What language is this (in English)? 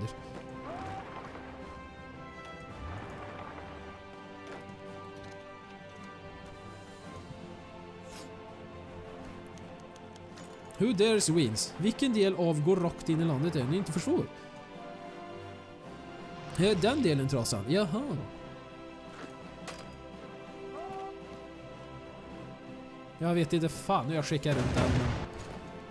Swedish